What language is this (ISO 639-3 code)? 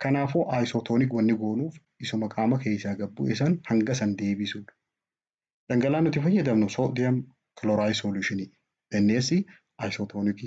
orm